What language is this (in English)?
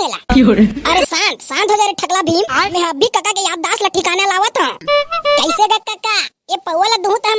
Chhattisgarhi